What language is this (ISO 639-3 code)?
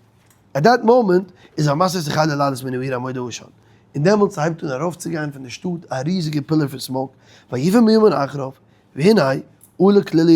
yid